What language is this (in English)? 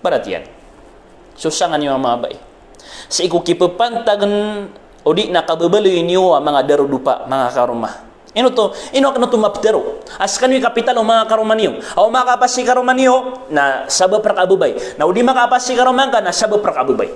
Maranao